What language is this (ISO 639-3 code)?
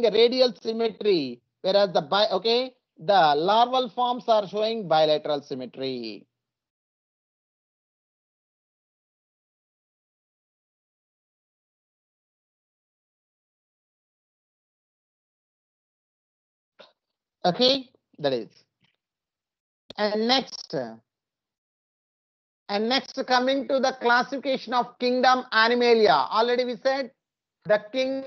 eng